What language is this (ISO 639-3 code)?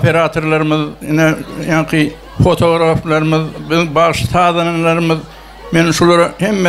tuk